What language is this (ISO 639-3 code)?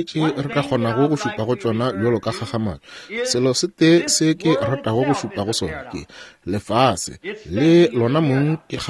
nso